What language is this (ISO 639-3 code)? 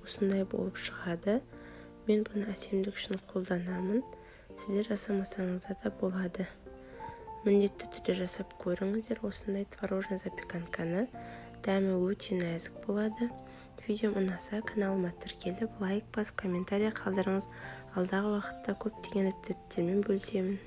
kaz